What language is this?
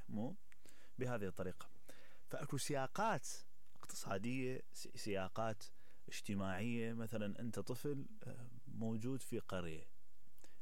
Mesopotamian Arabic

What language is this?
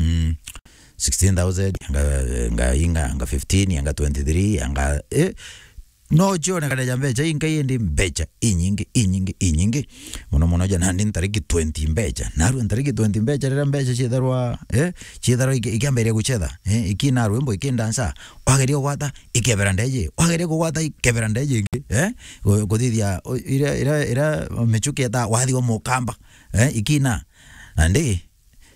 Meru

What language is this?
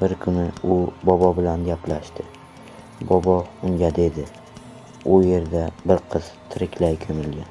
Uzbek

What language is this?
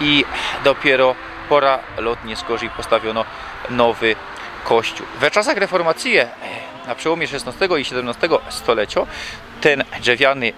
Silesian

